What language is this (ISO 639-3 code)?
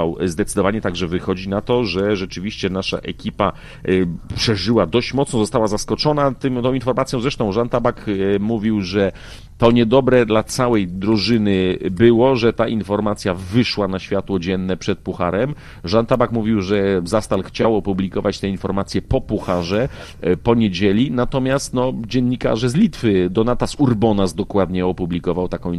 pol